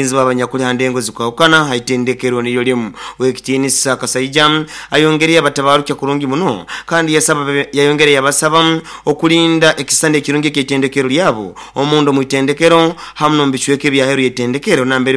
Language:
Nyoro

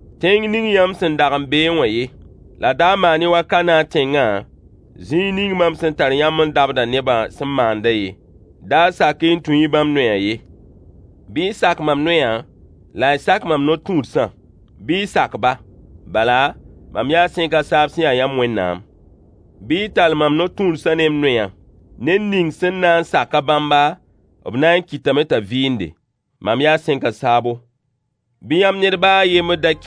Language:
Mossi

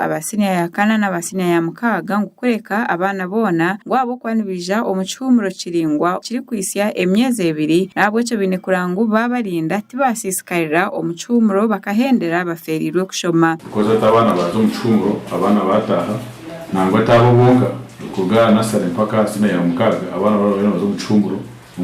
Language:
Nyankole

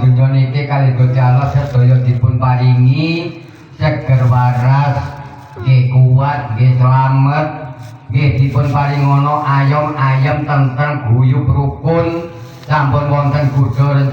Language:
Javanese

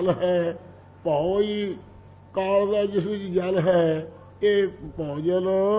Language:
Punjabi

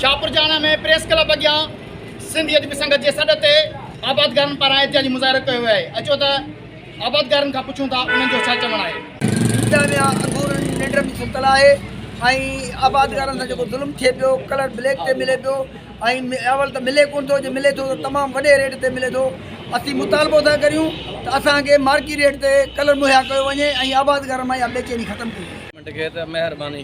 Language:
Sindhi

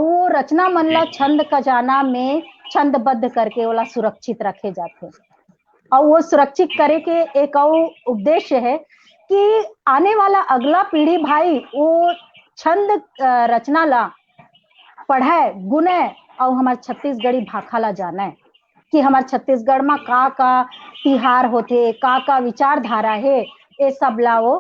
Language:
Chhattisgarhi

